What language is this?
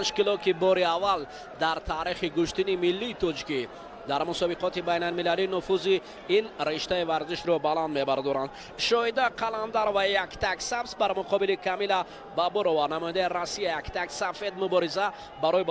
Tajik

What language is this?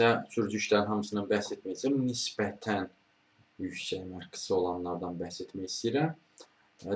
Azerbaijani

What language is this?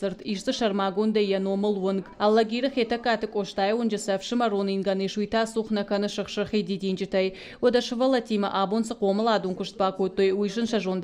Ossetic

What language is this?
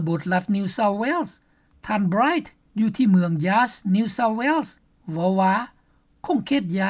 Lao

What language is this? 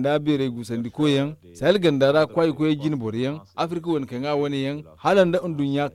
Zarma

